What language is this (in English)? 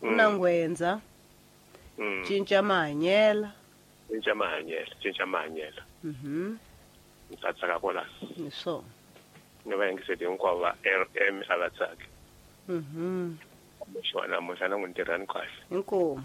Tsonga